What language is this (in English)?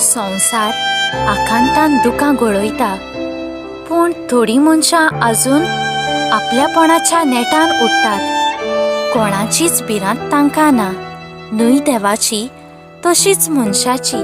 Konkani